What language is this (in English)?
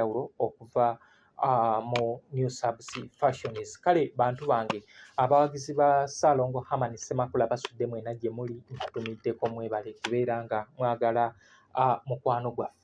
Ganda